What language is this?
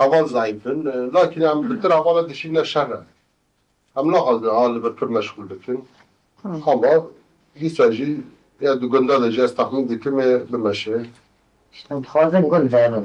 Kurdish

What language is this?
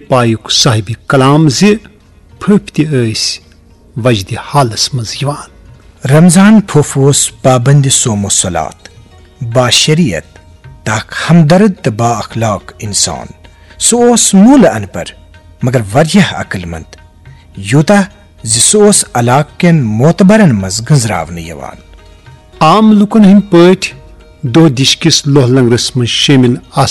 Kashmiri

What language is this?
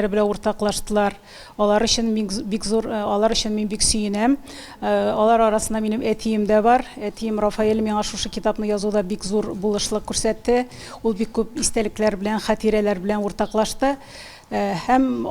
Tatar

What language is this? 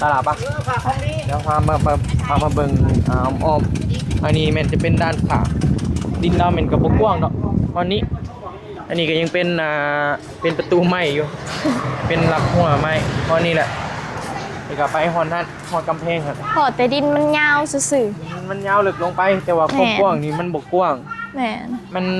Northeastern Thai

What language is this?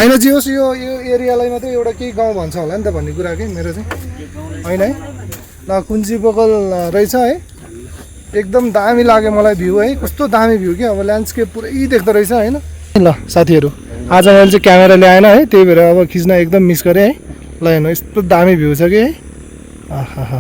Nepali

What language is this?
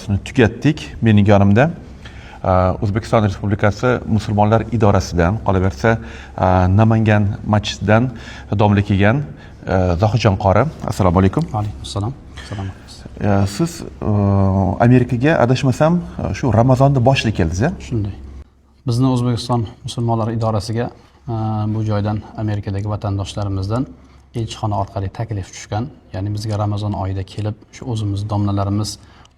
Uzbek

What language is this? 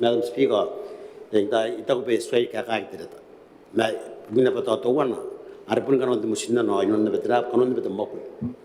Gilbertese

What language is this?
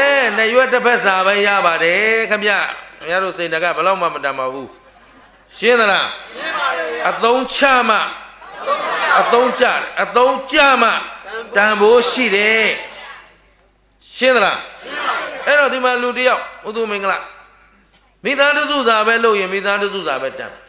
Burmese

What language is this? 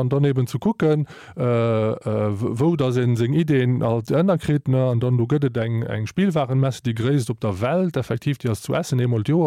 Luxembourgish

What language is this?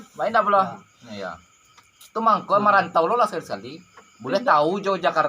Minangkabau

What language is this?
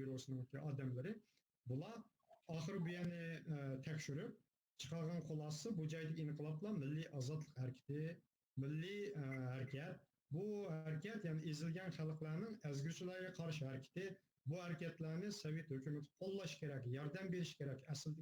Uyghur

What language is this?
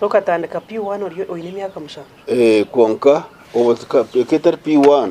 Nyankole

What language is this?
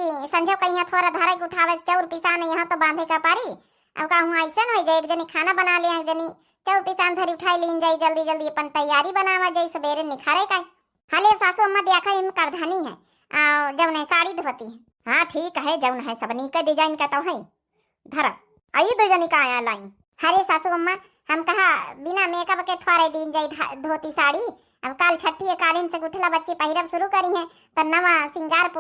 Awadhi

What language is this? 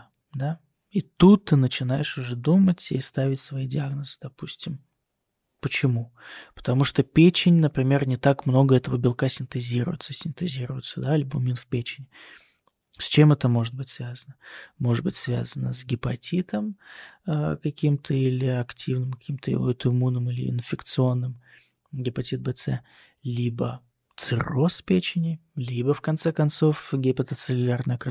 Russian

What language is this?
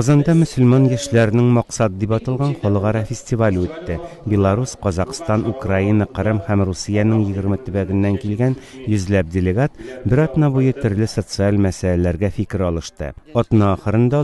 Tatar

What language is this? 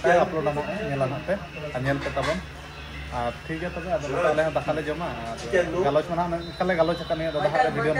Santali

